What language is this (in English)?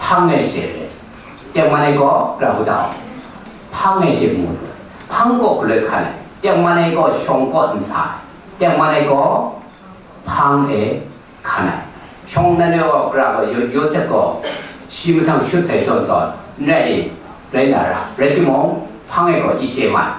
Kachin